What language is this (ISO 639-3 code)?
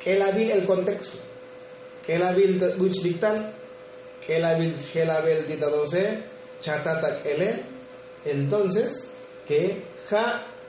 tzo